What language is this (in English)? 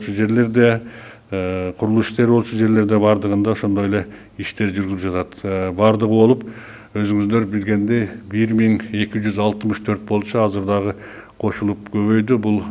Kyrgyz